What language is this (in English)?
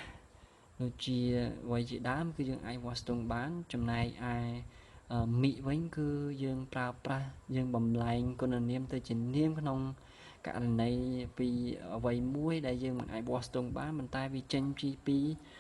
Khmer